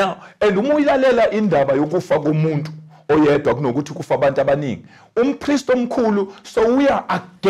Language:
Zulu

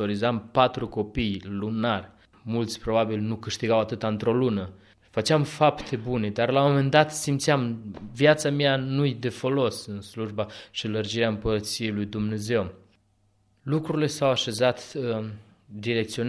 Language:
Romanian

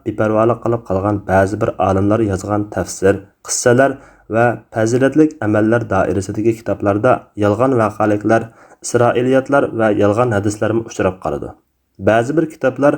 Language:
Uyghur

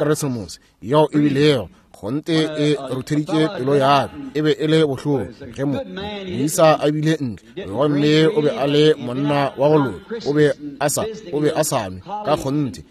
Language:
Northern Sotho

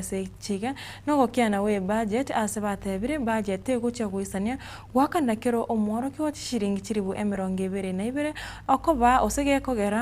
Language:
Gusii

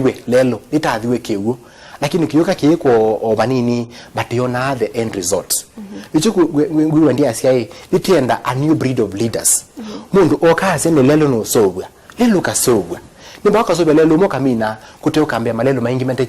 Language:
Kamba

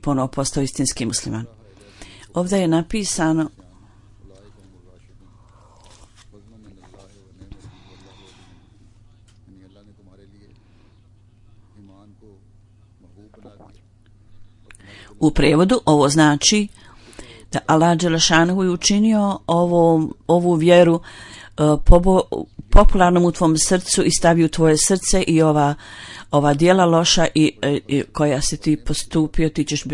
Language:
Bosnian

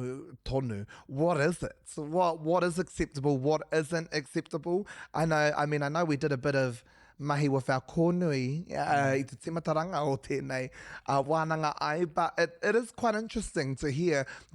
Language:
Māori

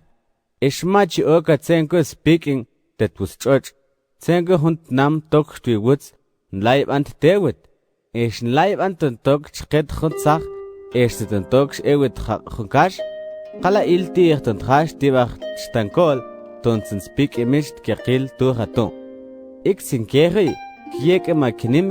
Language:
Mam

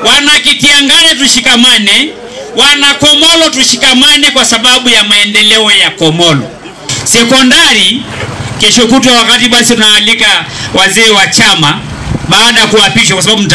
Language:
Swahili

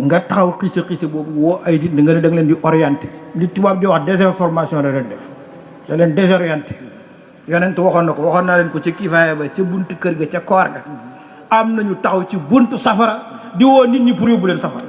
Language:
Wolof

